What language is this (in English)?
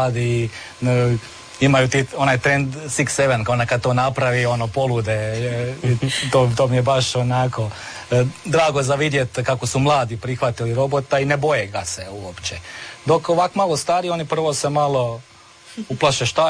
Croatian